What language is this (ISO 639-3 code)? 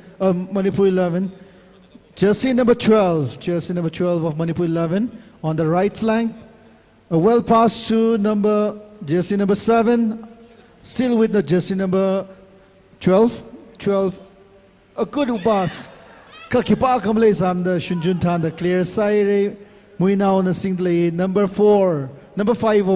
nmf